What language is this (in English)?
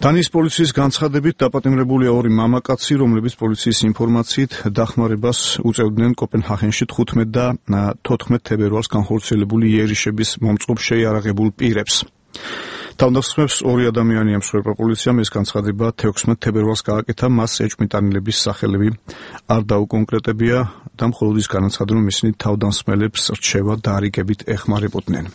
Georgian